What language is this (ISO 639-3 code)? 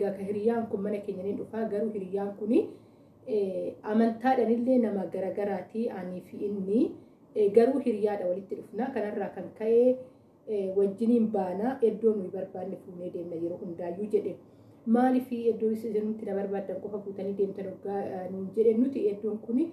orm